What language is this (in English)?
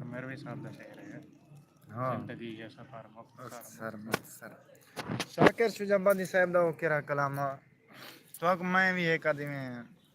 Saraiki